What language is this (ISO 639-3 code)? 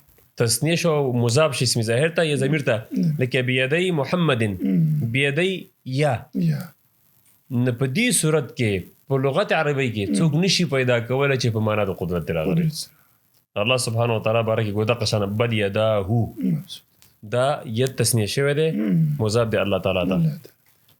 pus